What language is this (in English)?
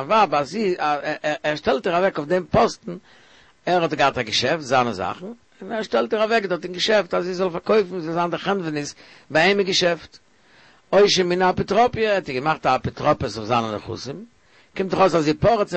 Yiddish